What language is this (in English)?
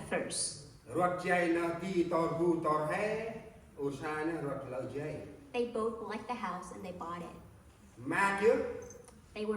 Central Mnong